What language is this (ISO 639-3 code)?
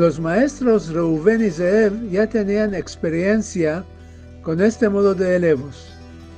lad